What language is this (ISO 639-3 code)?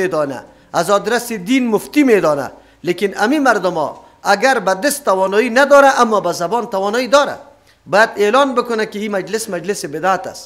fas